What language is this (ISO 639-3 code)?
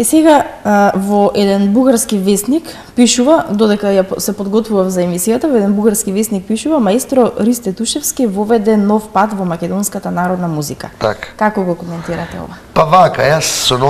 mkd